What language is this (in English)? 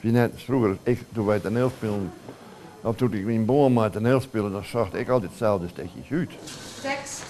Western Frisian